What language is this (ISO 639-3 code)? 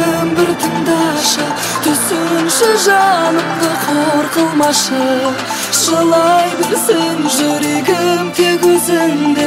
kaz